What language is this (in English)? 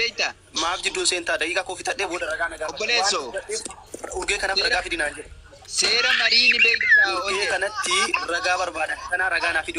Oromo